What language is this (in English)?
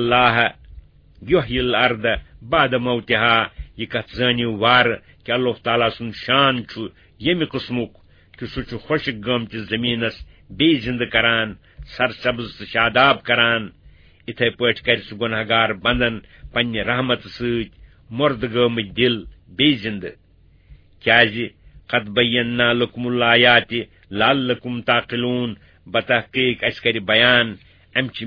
Kashmiri